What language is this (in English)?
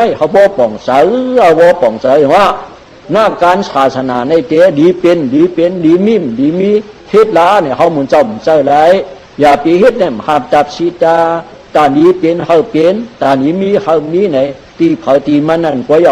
Shan